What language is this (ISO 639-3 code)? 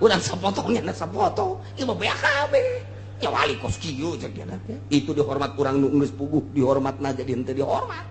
sun